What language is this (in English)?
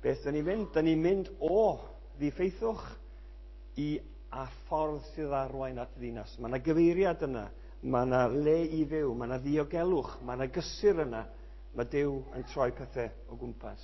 Welsh